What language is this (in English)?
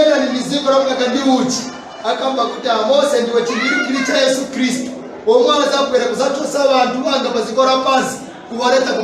Nyanja